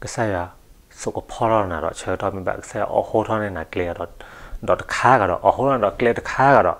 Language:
S'gaw Karen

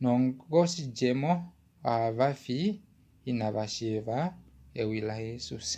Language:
Kuanyama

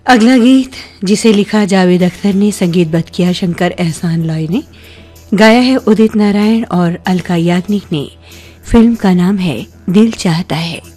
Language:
Hindi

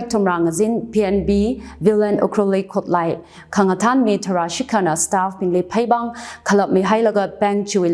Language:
Tangkhul Naga (India)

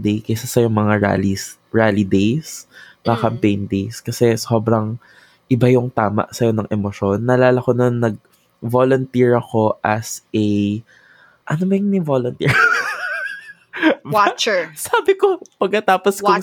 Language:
Filipino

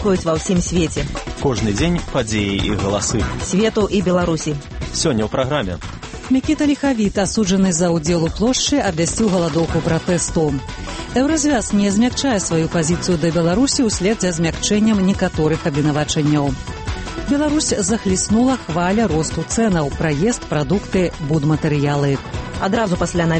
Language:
Belarusian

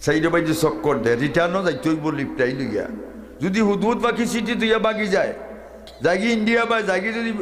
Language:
Sylheti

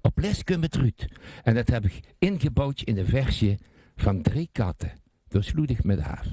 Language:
Limburgish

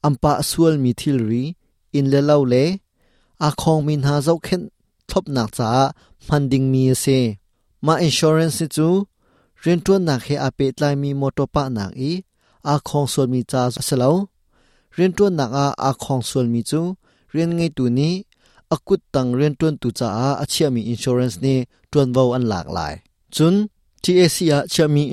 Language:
Hakha Chin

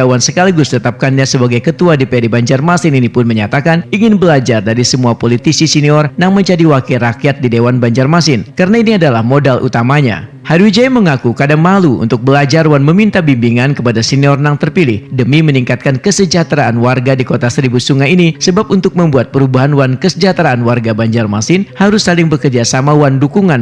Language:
Banjar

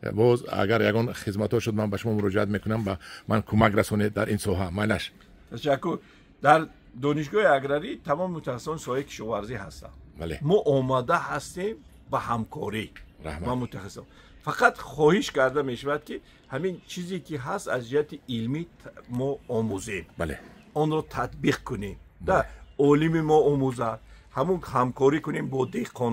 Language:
Tajik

